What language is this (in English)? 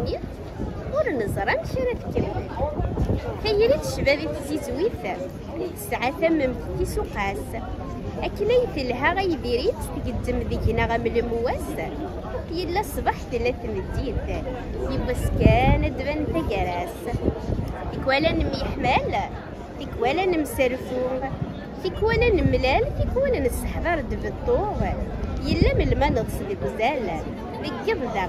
Kabyle